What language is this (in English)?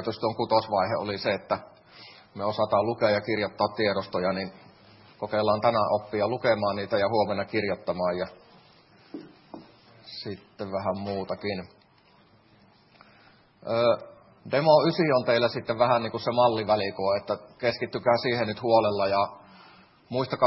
Finnish